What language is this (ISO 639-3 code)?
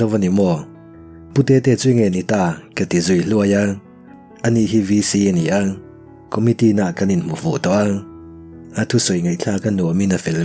lus